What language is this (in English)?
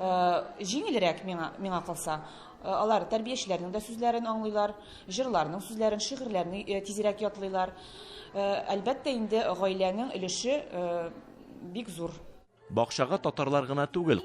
Tatar